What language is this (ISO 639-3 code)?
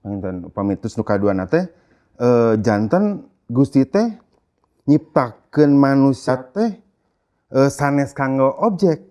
sun